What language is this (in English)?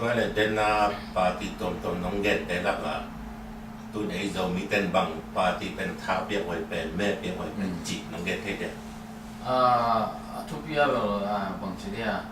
Tedim Chin